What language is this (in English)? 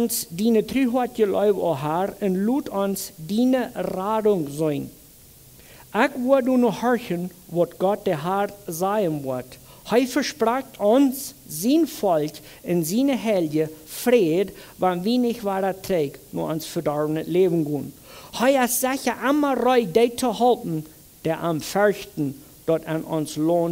Plautdietsch